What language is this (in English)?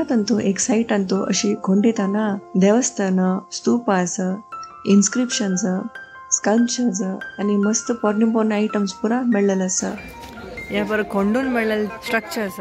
Konkani